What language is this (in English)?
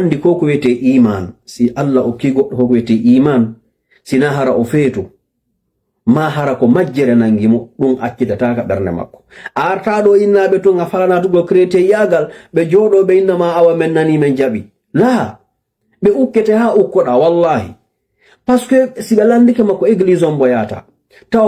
Fula